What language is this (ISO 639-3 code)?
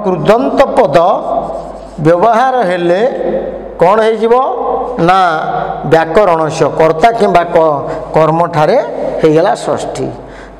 ori